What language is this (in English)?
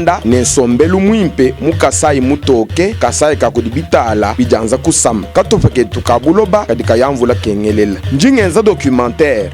Luba-Lulua